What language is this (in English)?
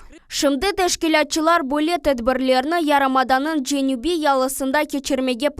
Crimean Tatar